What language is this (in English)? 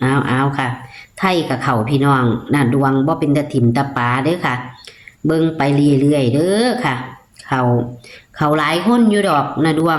Northeastern Thai